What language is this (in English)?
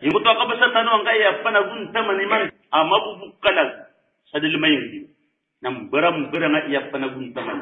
Maranao